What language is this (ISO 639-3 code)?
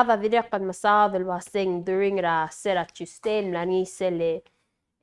pau